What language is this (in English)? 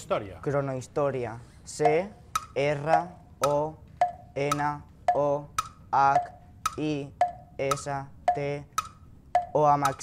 Catalan